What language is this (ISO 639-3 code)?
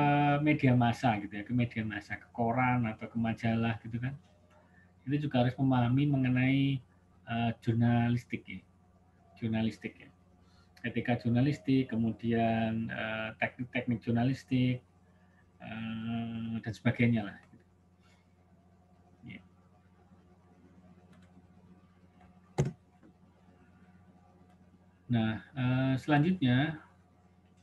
ind